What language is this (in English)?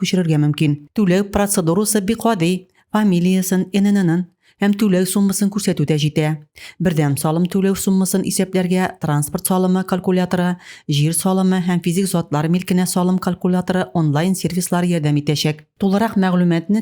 Tatar